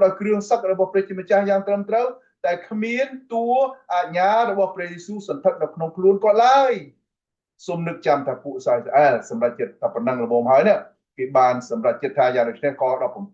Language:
Khmer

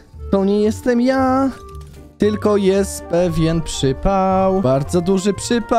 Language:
Polish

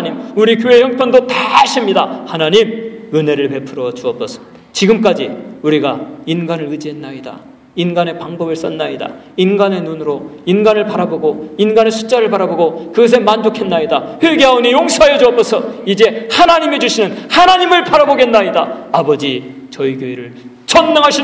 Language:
Korean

